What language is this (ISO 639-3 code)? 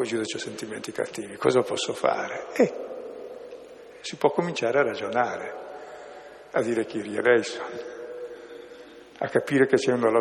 ita